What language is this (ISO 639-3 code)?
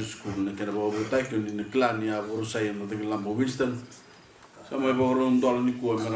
fij